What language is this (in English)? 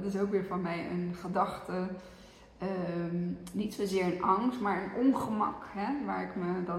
Dutch